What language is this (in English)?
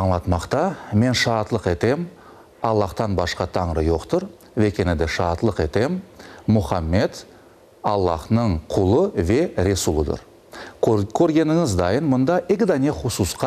Crimean Tatar